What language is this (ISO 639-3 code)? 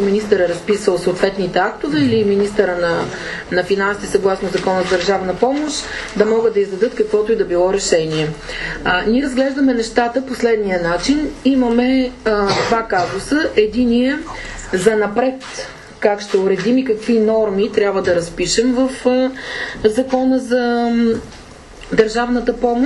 bul